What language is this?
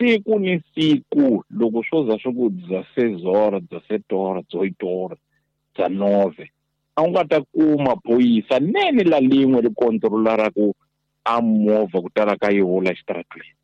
Tsonga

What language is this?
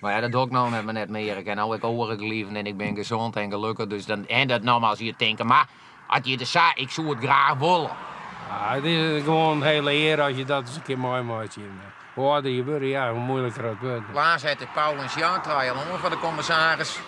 Western Frisian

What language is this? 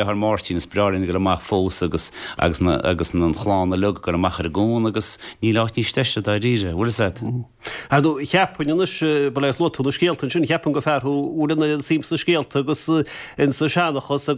Irish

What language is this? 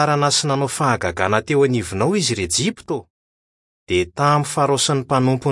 Malagasy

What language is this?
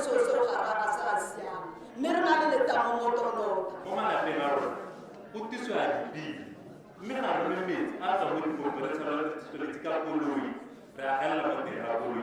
Tswana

